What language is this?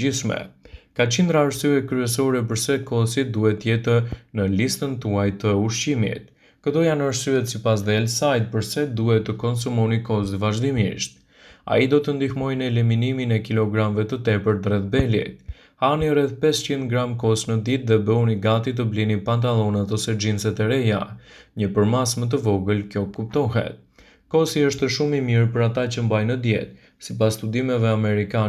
Albanian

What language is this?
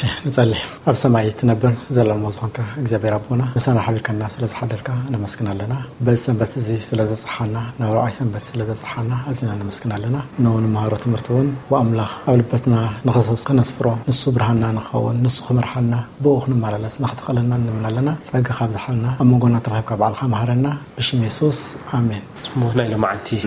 Tigrinya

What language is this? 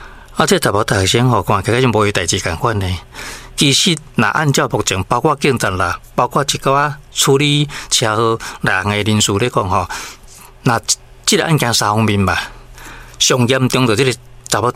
Min Nan Chinese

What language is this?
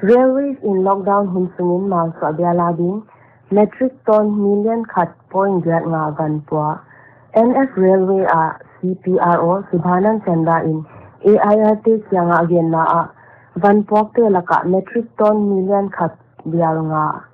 Paite Chin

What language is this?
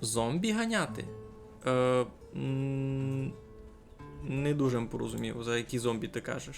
Rusyn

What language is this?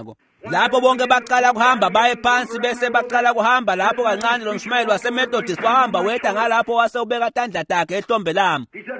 Swati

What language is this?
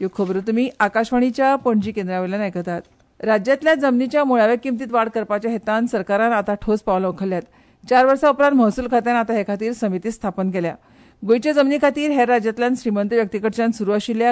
Konkani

